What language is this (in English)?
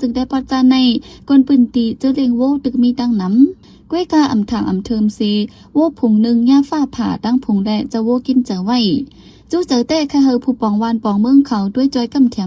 Shan